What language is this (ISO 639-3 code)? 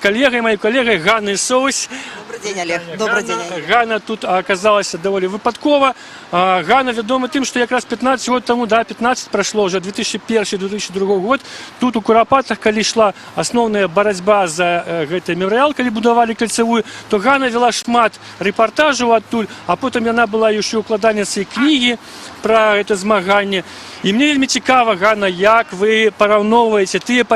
bel